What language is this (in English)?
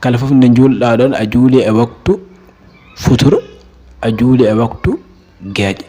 Fula